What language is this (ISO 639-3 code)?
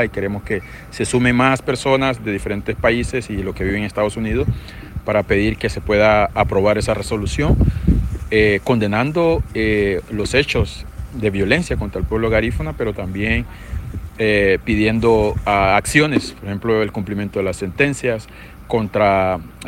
spa